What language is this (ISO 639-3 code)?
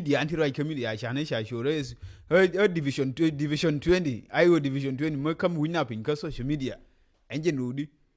nus